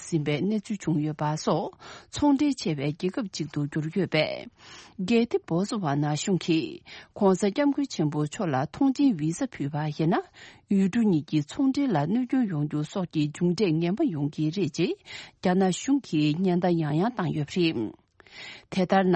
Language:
Tibetan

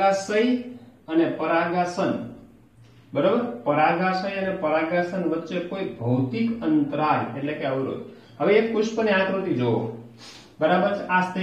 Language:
Gujarati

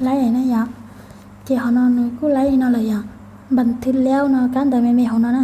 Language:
Hmong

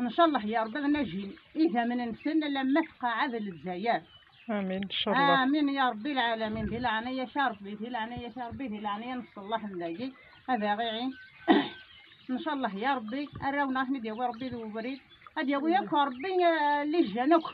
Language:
Kabyle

